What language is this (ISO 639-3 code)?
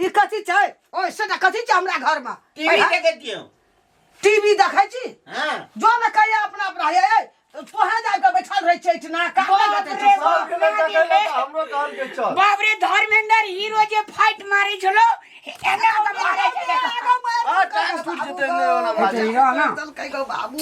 mai